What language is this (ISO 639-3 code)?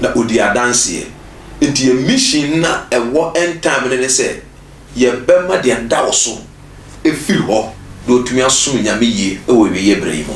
aka